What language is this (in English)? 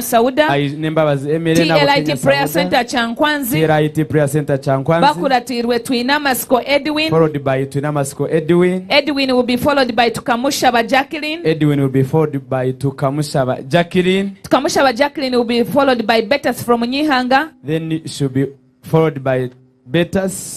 Nyankole